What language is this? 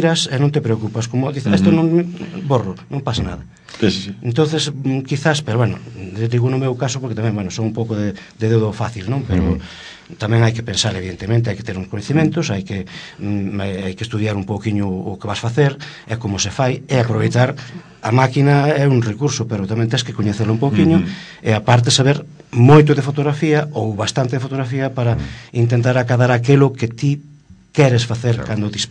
Galician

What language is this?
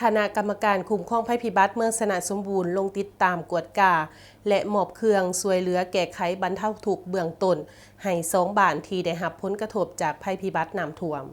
Lao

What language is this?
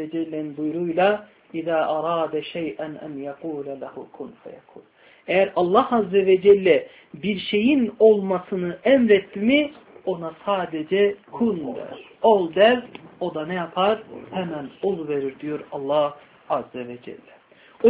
Turkish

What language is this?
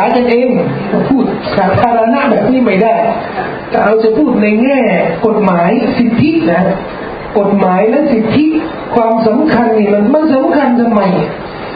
Thai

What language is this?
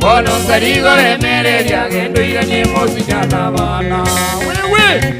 Gusii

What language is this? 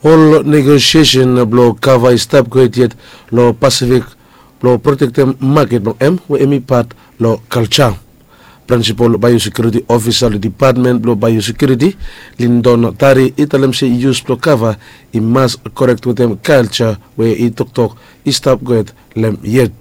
Bislama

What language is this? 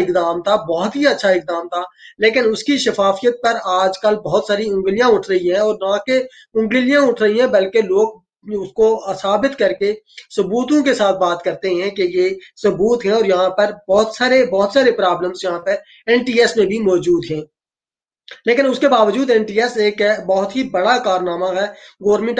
Urdu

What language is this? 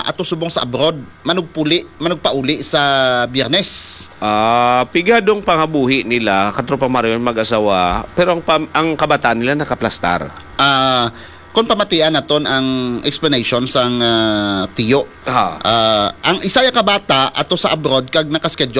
Hiligaynon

